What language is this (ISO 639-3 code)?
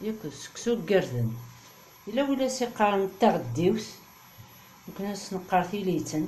kab